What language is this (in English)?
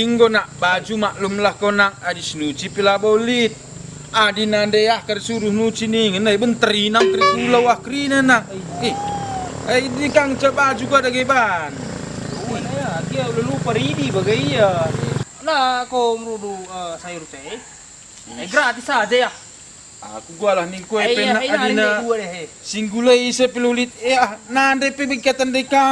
Batak Karo